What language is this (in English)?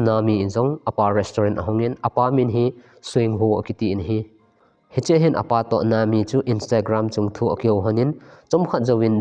Thado Chin